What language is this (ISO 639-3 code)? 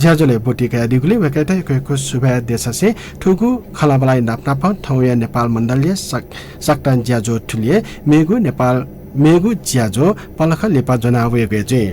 new